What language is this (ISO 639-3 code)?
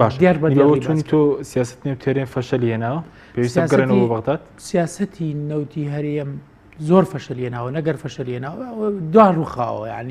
ckb